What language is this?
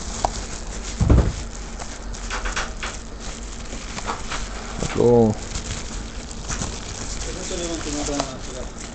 Hebrew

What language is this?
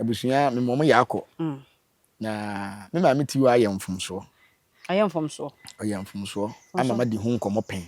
Akan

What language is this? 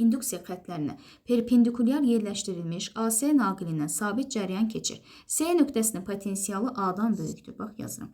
Azerbaijani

